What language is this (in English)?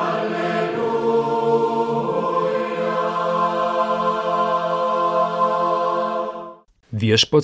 Lithuanian